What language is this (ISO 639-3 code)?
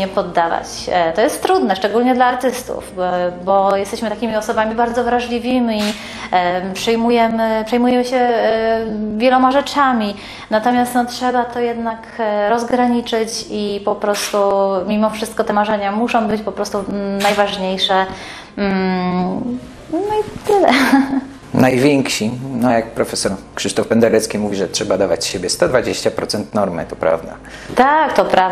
pol